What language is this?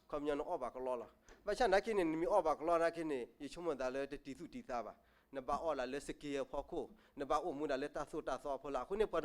S'gaw Karen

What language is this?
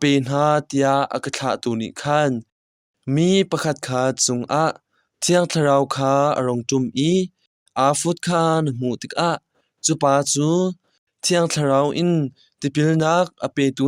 Hakha Chin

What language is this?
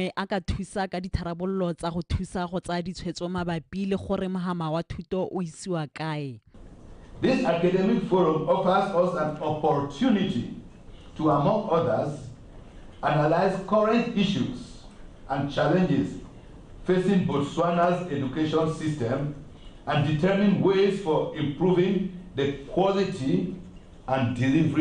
Tswana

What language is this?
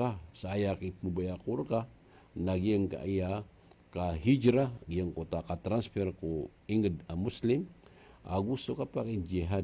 Maranao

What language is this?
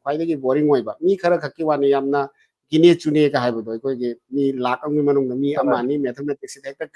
Manipuri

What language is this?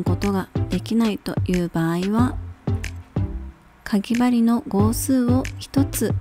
Japanese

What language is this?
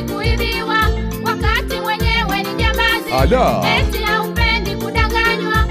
Swahili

